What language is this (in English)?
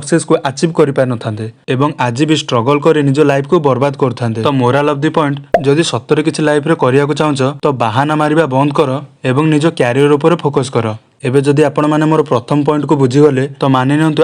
Odia